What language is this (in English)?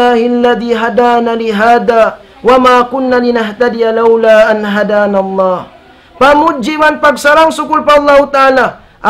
Tausug